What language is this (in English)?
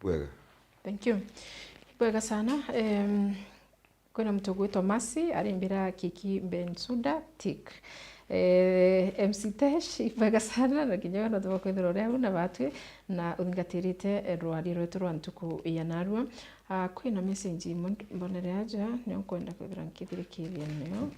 Meru